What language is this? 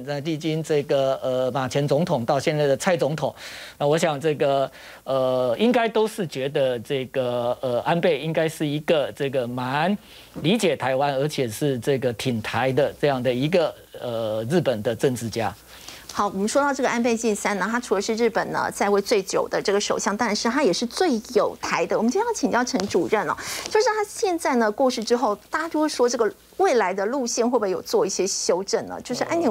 Chinese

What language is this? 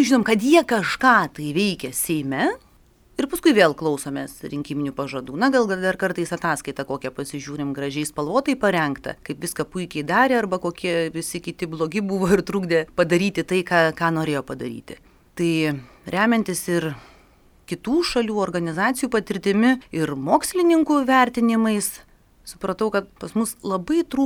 Lithuanian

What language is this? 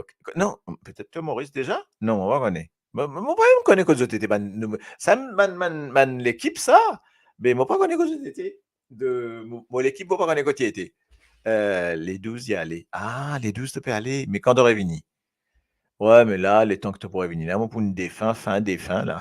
Morisyen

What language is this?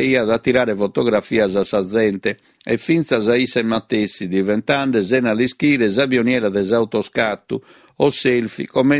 Sardinian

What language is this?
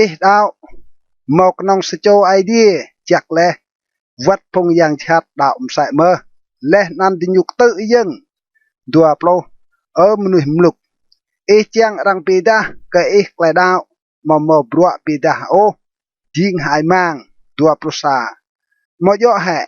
Rade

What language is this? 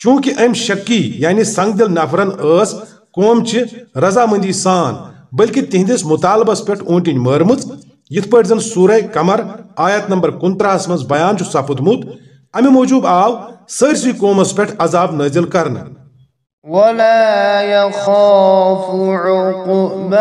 Kashmiri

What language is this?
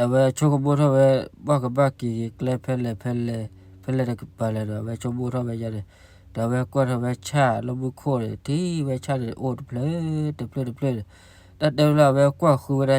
S'gaw Karen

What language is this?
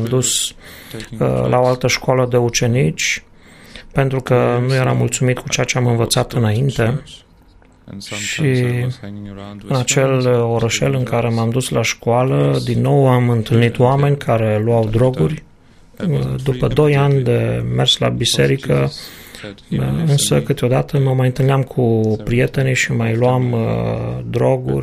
Romanian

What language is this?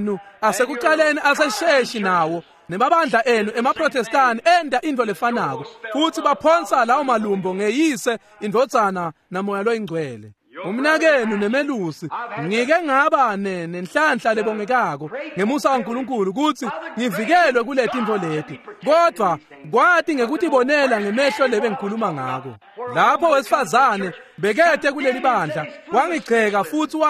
Swati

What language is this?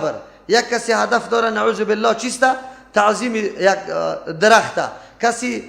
Persian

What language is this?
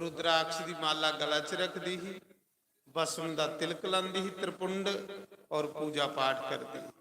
Dogri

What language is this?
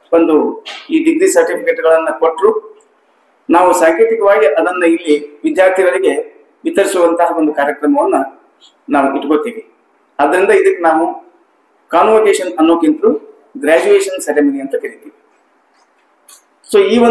Kannada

